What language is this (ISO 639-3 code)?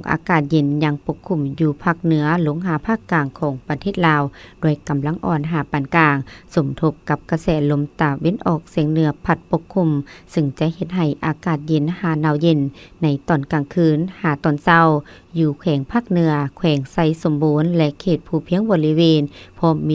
lao